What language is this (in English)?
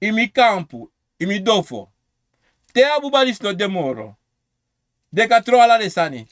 Sranan Tongo